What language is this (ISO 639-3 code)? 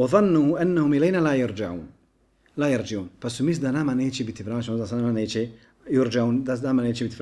bos